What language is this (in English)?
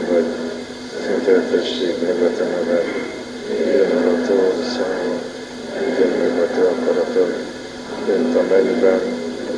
Hungarian